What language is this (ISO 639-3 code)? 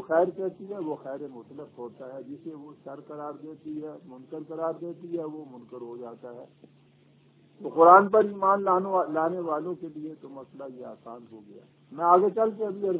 urd